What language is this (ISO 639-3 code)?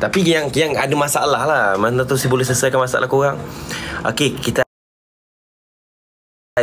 msa